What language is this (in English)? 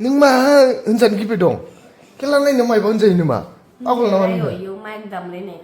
Bodo